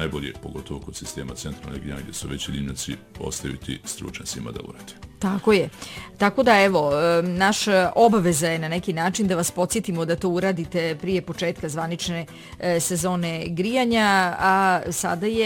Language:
Bosnian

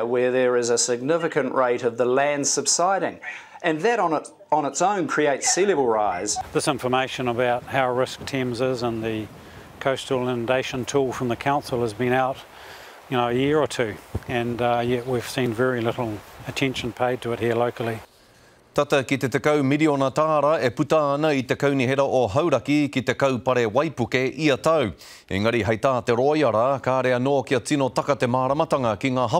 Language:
Māori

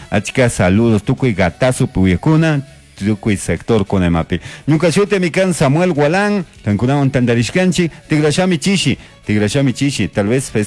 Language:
Chimborazo Highland Quichua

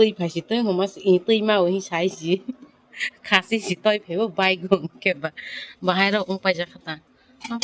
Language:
Kok Borok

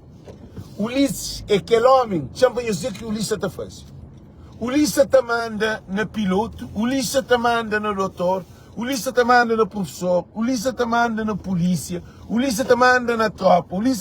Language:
Kabuverdianu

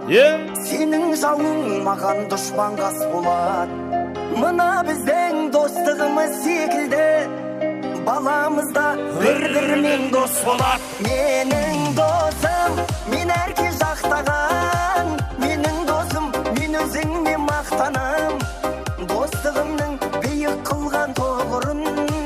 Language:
Kara-Kalpak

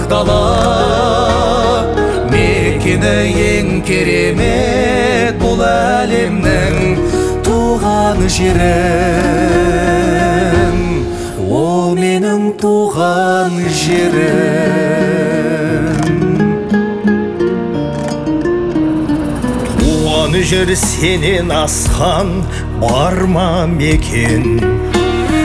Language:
Kazakh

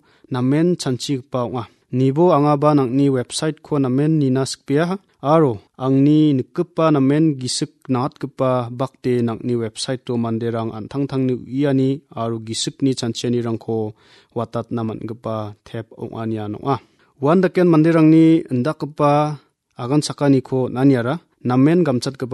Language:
Garo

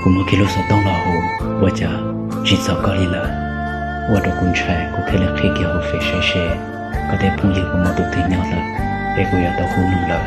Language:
Hmong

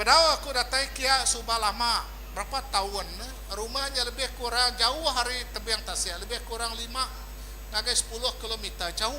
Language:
Iban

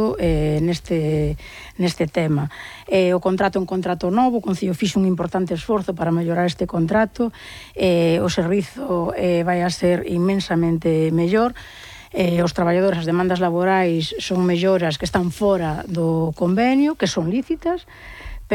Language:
Galician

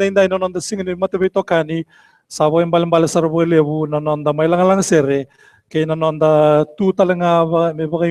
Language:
Fijian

